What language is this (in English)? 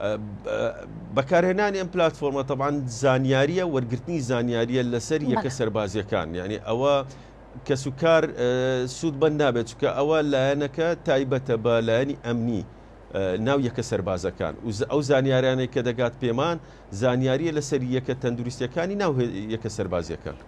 Central Kurdish